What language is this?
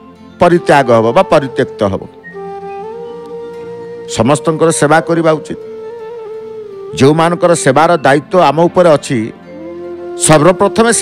Odia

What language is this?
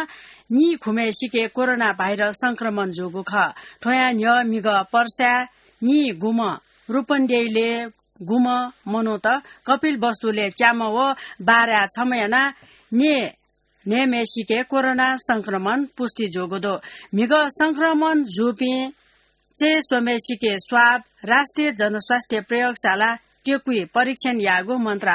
Newari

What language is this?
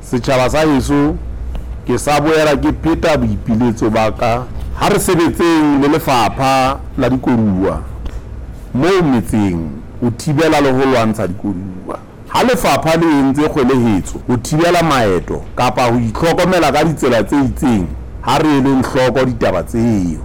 Southern Sotho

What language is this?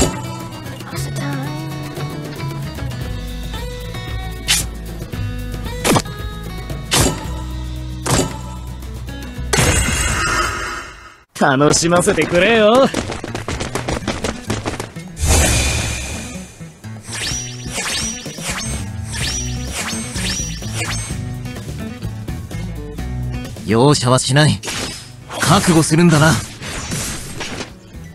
Japanese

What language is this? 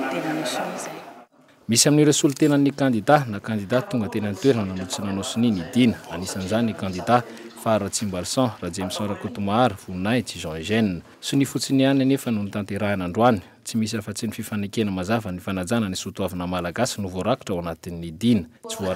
Malagasy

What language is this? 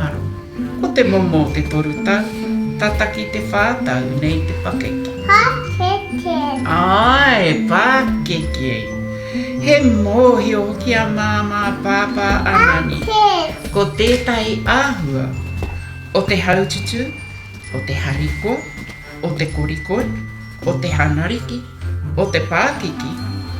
Māori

